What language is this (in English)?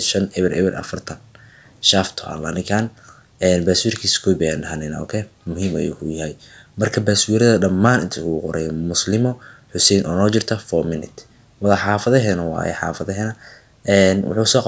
Somali